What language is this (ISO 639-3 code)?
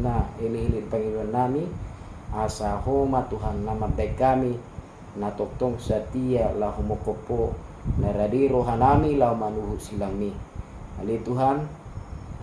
bbc